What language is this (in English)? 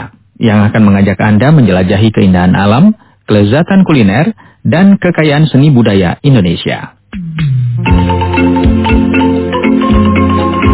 Indonesian